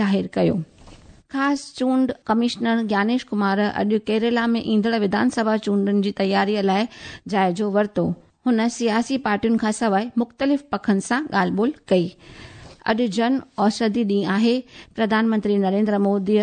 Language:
Sindhi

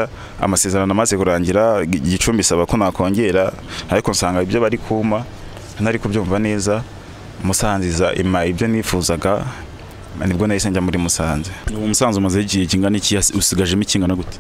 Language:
Kinyarwanda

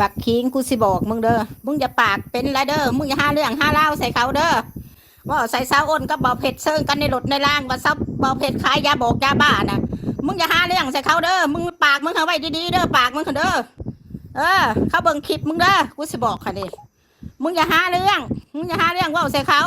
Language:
Northeastern Thai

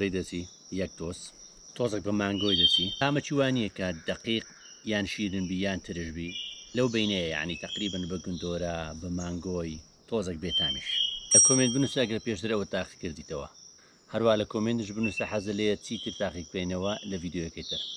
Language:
Central Kurdish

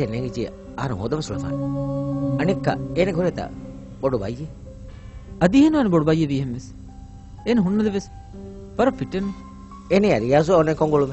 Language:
Divehi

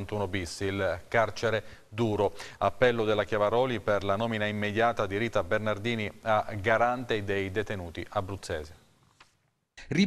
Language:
Italian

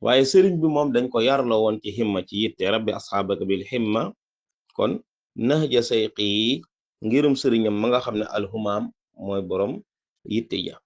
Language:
Wolof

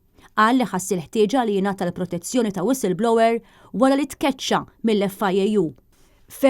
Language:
Maltese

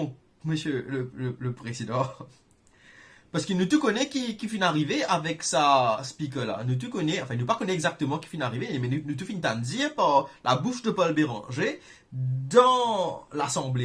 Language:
Morisyen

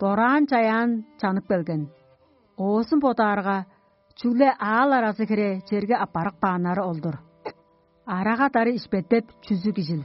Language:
Tuvinian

